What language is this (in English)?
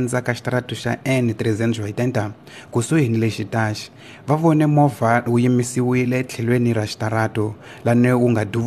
Tsonga